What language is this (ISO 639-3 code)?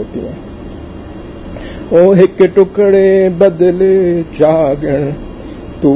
urd